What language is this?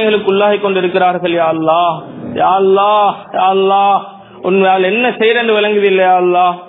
Tamil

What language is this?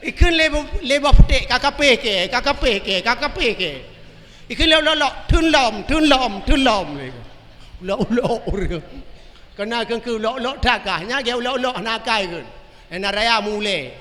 Achinese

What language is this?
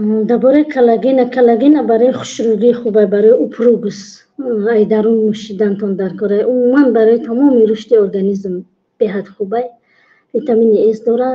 Tajik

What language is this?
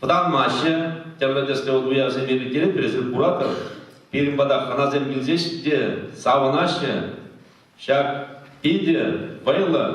Chuvash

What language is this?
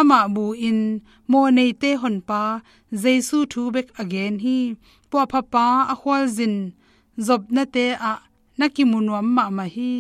Tedim Chin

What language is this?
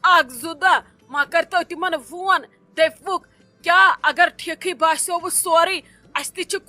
Kashmiri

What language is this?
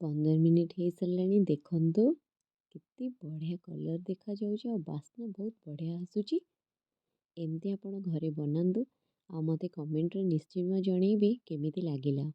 Odia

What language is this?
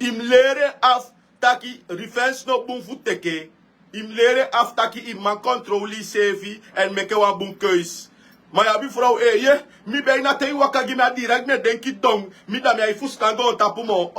Sranan Tongo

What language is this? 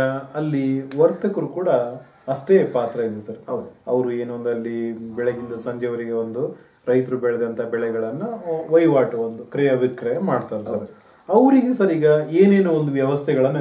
Kannada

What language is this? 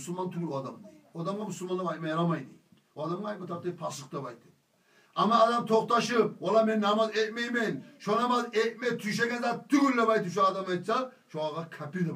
Kumyk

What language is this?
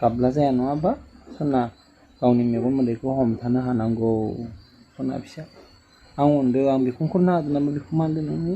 Bodo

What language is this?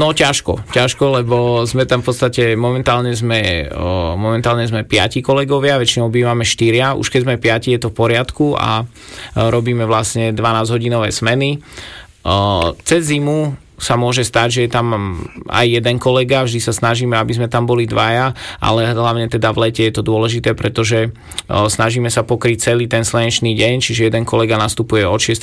Slovak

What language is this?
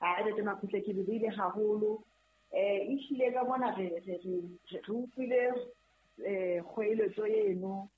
Southern Sotho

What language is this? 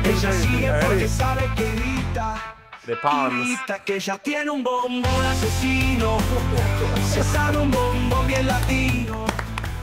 Spanish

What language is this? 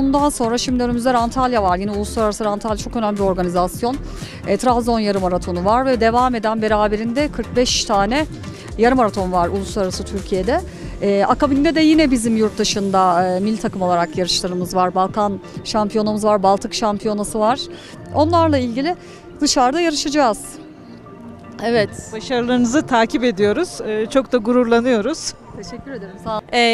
Turkish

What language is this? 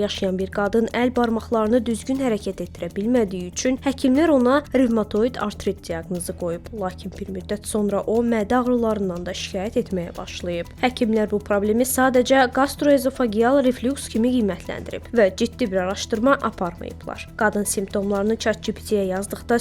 Azerbaijani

